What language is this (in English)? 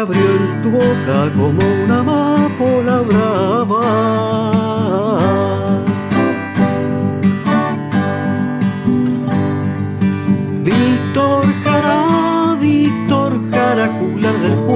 Spanish